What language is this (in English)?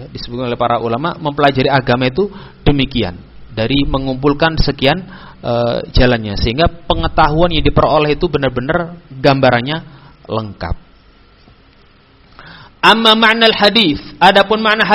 Indonesian